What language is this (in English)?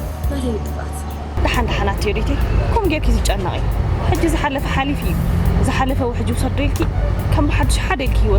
Tigrinya